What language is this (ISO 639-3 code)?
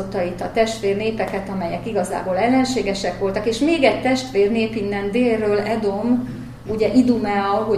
hun